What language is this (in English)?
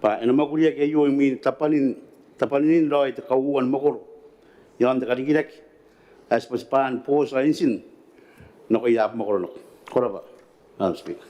Gilbertese